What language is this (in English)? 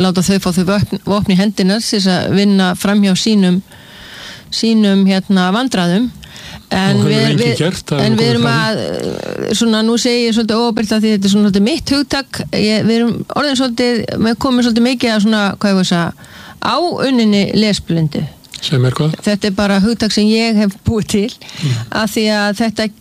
Icelandic